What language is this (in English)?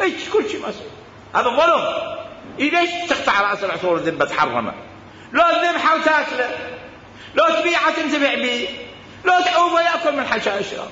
Mesopotamian Arabic